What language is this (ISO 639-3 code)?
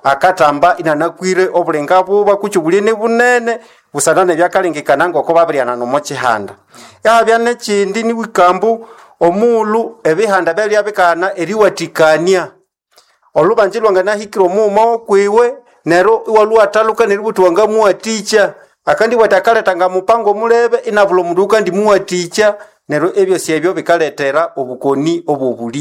nnb